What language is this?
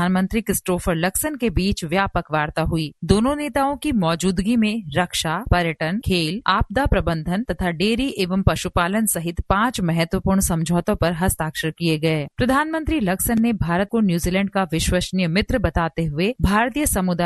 Hindi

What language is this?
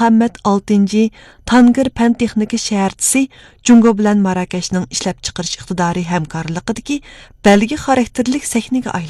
Uyghur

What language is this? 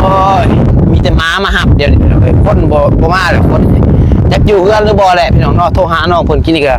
Northeastern Thai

